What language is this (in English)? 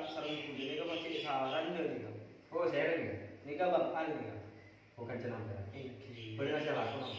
Madurese